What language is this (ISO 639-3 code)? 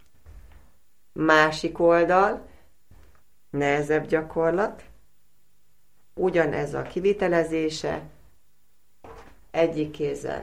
hun